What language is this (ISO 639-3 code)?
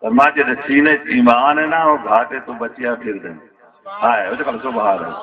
skr